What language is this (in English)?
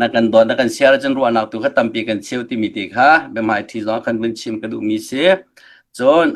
Hakha Chin